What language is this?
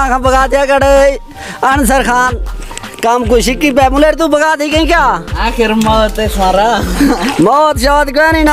Saraiki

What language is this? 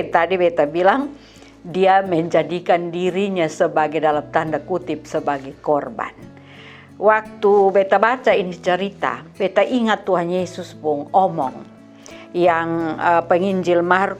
Kupang Malay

